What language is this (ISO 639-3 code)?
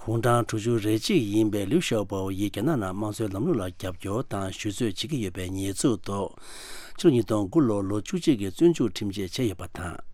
bod